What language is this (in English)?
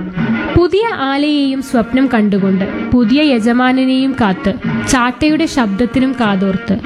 Malayalam